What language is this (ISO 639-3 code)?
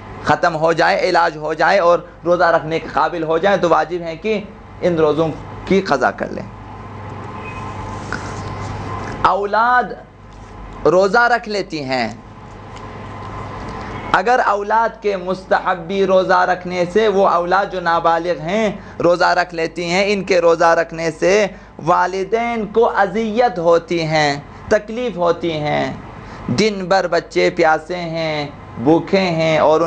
urd